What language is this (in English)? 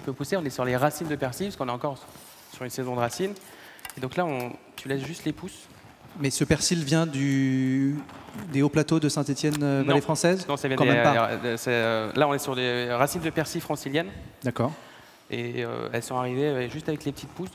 French